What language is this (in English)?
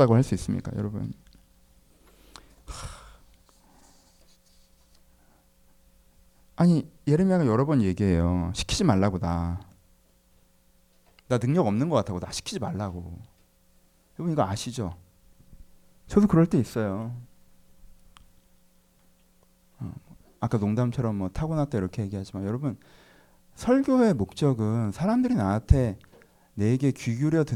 Korean